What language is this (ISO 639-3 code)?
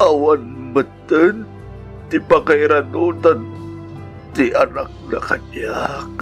ilo